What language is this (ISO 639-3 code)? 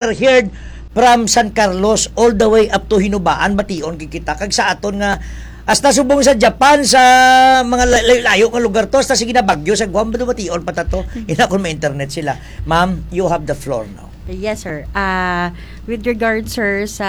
hil